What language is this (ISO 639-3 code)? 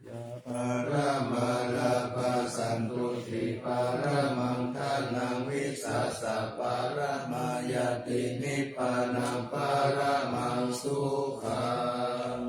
pli